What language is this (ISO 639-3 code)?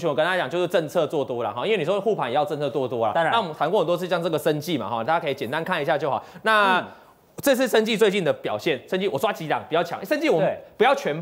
zho